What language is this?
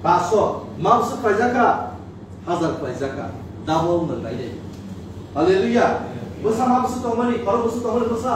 Kok Borok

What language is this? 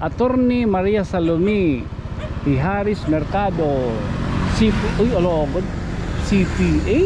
Waray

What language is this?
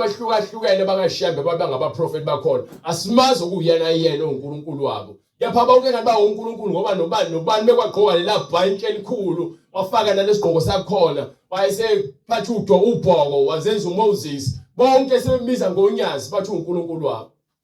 Zulu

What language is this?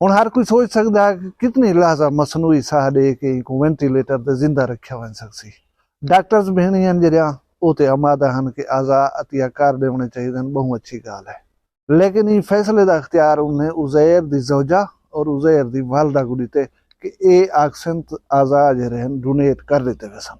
Saraiki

